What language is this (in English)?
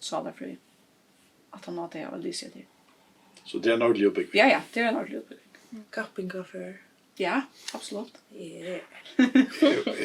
Faroese